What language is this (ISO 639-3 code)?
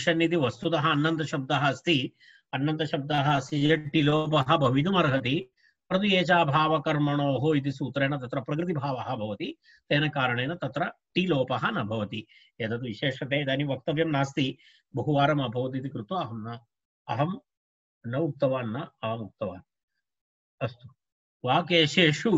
san